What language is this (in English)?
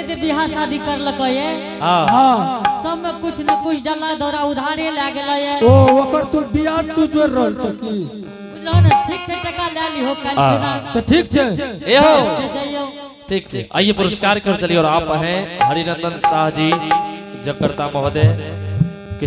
Angika